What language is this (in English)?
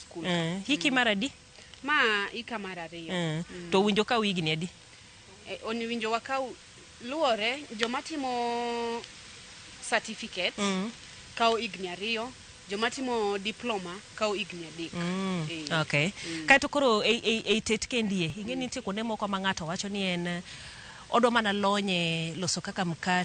Luo (Kenya and Tanzania)